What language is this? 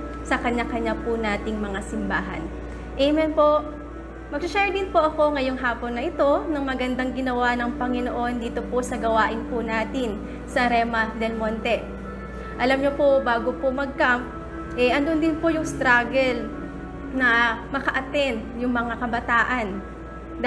Filipino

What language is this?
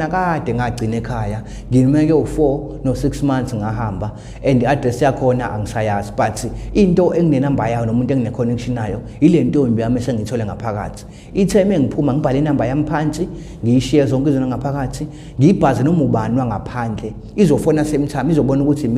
Zulu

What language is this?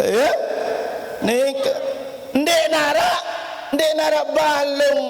Sasak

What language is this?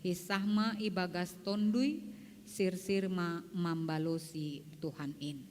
Batak Simalungun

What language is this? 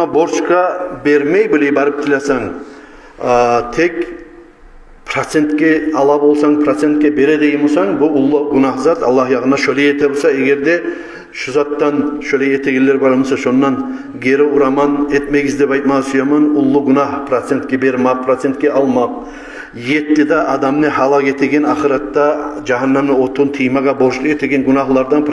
Kumyk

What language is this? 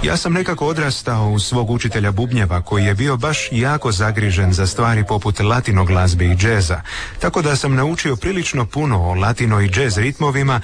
Croatian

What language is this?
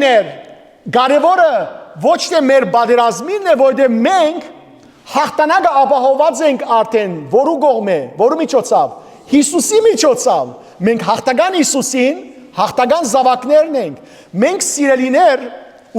Western Armenian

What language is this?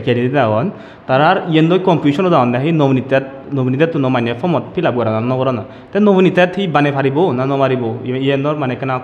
Chakma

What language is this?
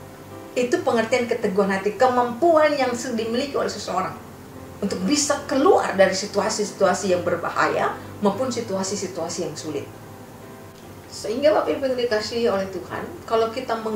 Indonesian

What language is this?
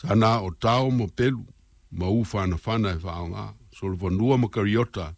Samoan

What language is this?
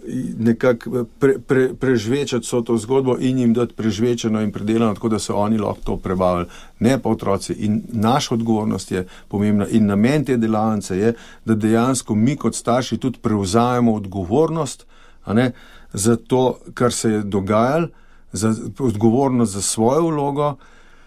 Slovenian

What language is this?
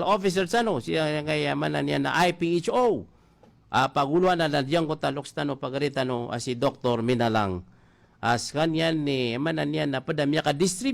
Maranao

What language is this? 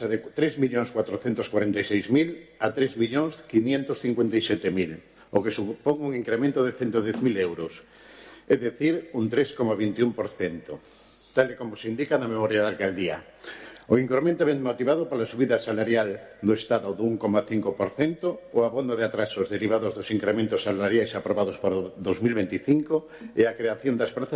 Galician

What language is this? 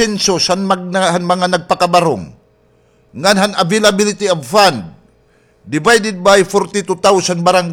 Waray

